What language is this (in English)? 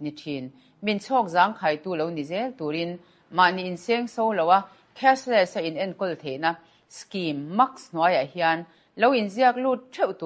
Mizo